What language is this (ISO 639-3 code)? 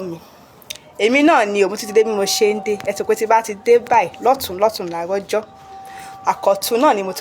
yor